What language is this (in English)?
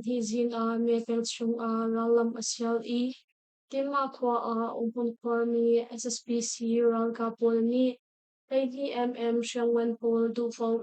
Hakha Chin